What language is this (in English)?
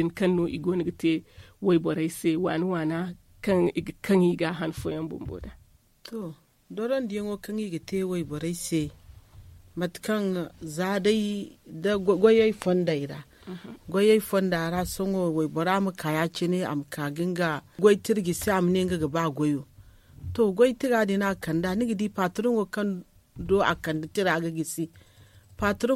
Zarma